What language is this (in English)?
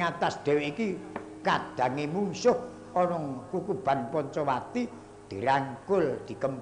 Javanese